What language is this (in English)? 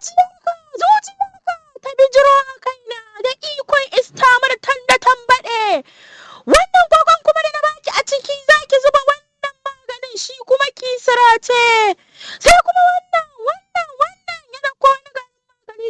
Hausa